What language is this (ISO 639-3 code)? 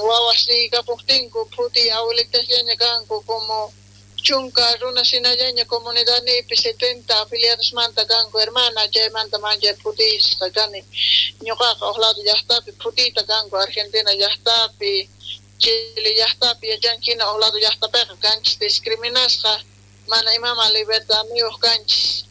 quh